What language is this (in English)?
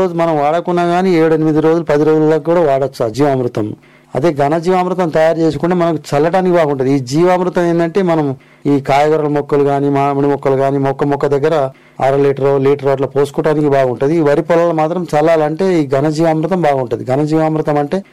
Telugu